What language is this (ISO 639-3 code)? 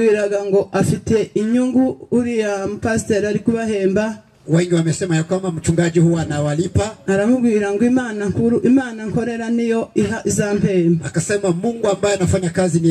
kin